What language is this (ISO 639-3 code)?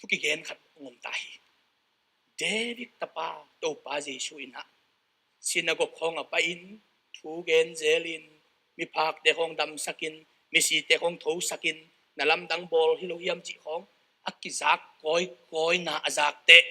ctd